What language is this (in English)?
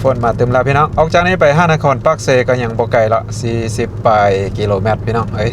Lao